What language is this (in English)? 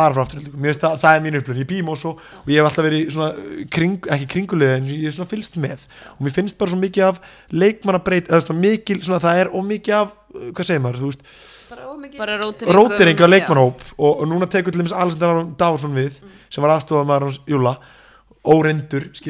Icelandic